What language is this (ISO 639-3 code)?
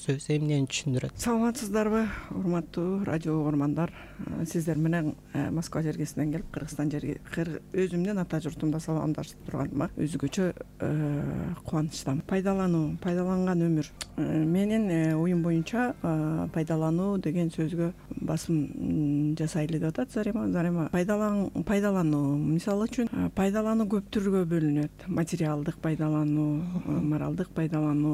kir